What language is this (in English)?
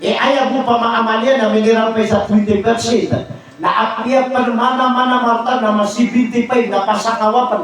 Maranao